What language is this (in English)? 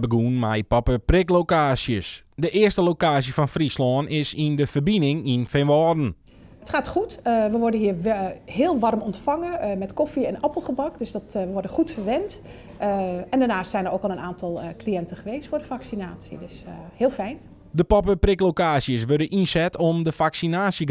Western Frisian